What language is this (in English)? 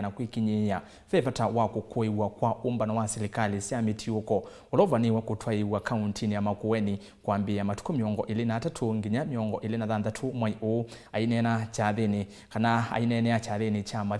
Kamba